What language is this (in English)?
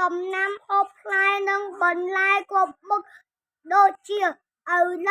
Khmer